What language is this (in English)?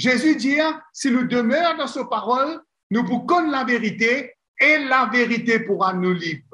Morisyen